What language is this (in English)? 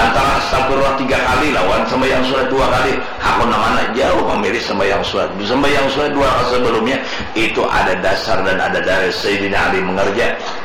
Banjar